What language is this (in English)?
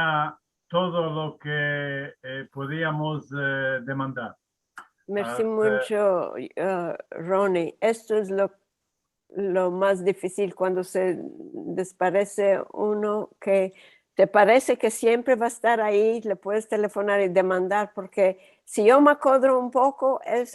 Ladino